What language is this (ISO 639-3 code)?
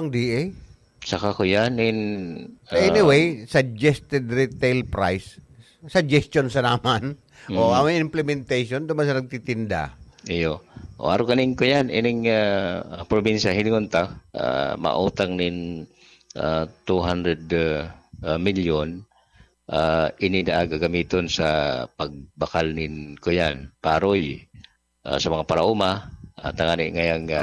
bik